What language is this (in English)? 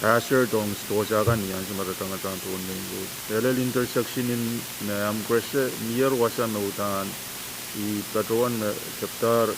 Pohnpeian